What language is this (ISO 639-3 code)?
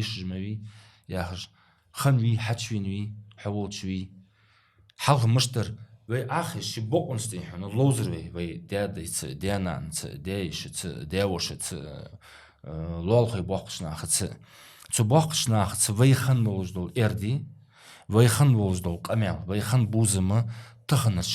inh